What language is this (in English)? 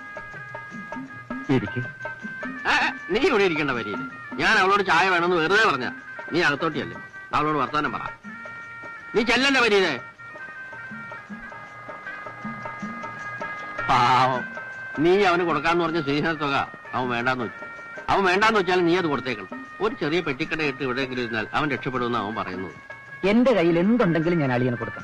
Malayalam